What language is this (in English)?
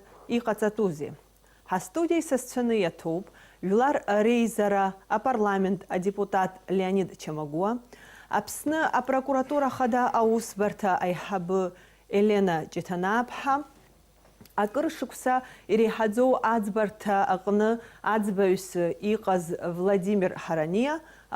Abkhazian